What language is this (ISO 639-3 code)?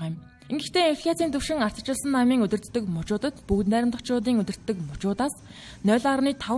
mon